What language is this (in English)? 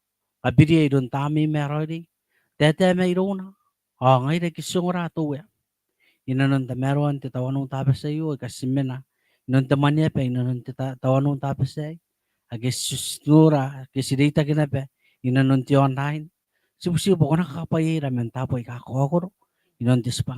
Gilbertese